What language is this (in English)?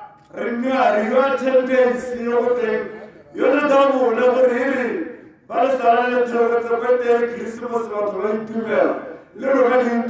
Tswana